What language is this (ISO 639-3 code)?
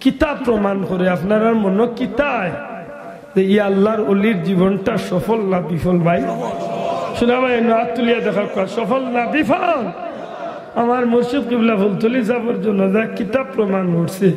syl